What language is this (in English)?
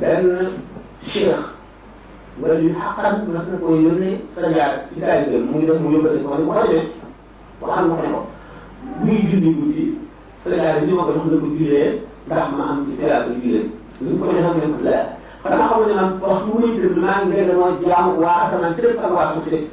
Wolof